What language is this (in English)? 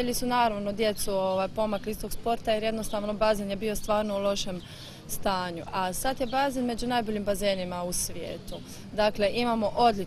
Croatian